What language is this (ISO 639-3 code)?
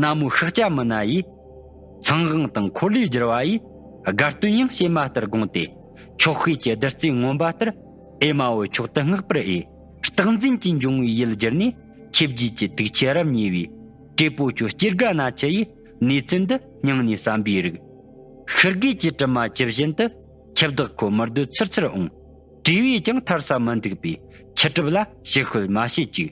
bod